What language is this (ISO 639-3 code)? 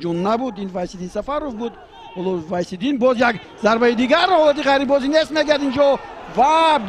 tgk